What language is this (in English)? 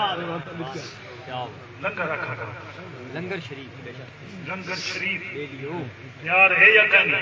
Saraiki